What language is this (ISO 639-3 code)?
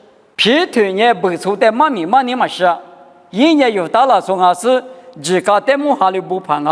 lis